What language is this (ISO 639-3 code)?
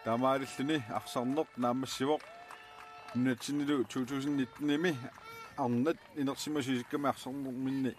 kal